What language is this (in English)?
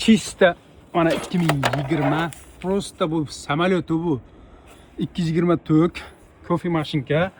Uzbek